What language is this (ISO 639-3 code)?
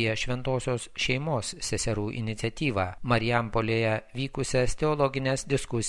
lit